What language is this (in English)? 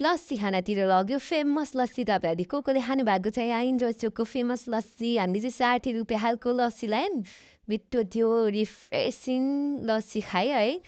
Nepali